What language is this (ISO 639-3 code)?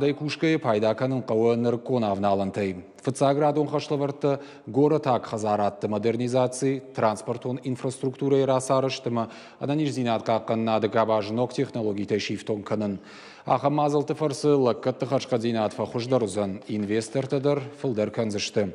oss